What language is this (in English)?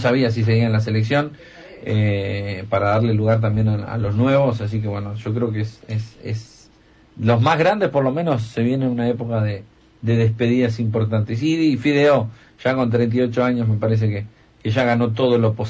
Spanish